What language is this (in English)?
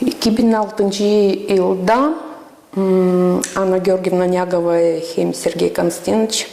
Gagauz